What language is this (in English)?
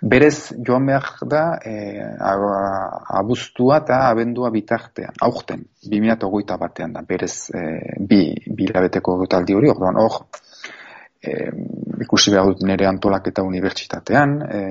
Basque